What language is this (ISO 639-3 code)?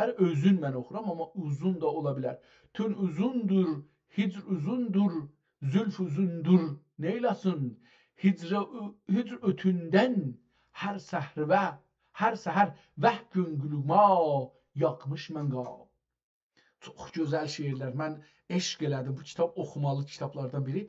azb